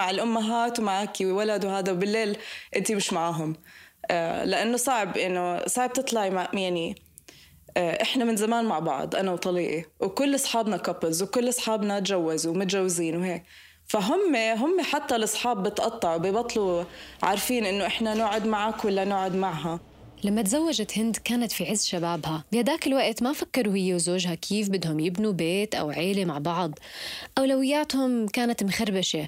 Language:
North Levantine Arabic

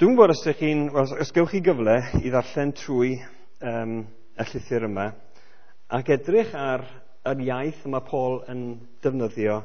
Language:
Welsh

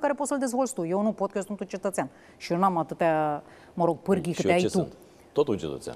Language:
Romanian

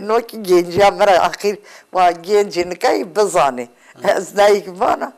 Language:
Zaza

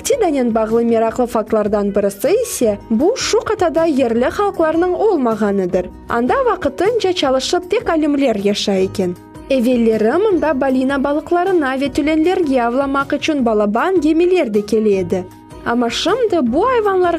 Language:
Crimean Tatar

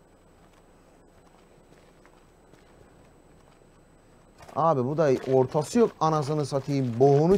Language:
Turkish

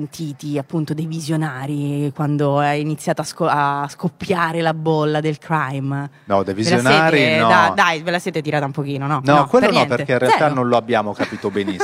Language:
Italian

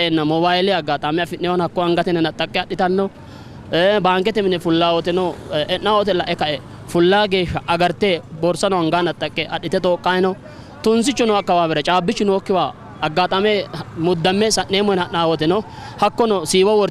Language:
Sidamo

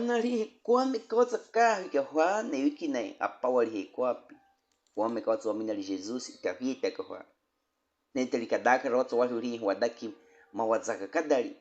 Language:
Baniwa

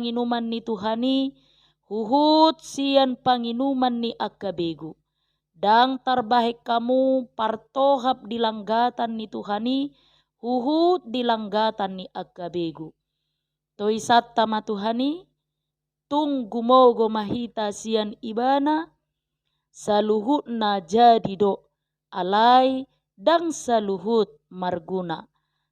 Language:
Batak Toba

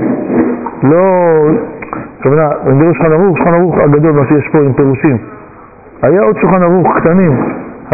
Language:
Hebrew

